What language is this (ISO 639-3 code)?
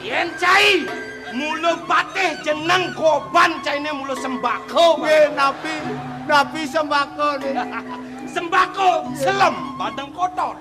ban